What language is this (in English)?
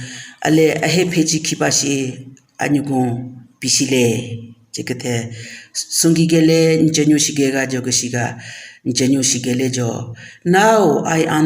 Southern Rengma Naga